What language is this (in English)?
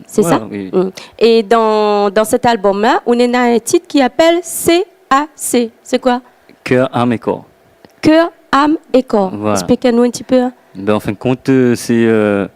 Réunion Creole French